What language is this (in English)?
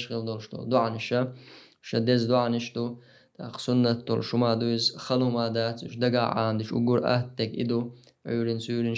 Chechen